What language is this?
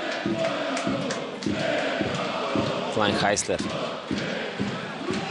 Bulgarian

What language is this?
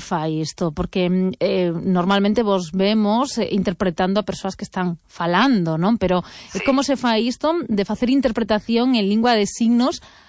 Galician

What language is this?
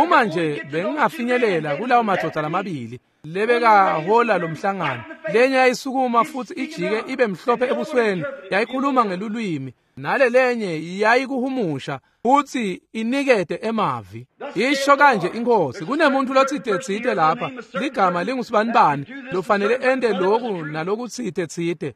Swati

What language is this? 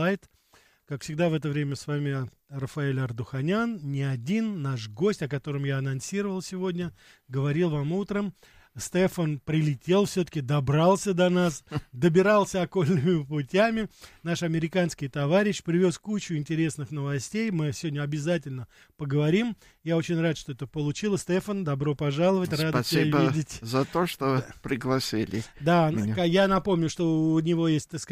Russian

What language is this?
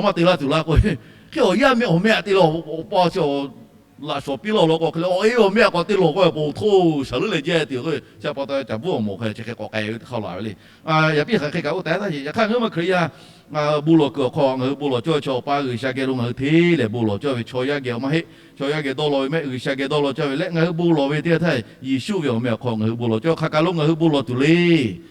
Lahu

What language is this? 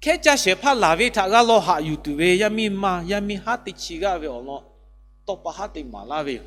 Lahu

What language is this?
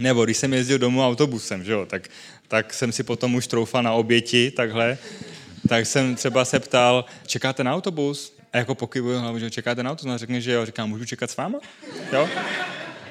Czech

